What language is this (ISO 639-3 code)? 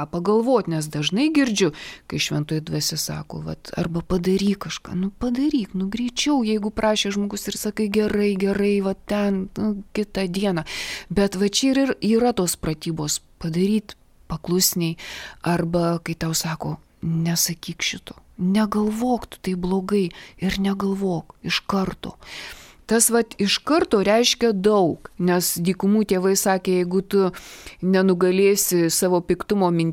lit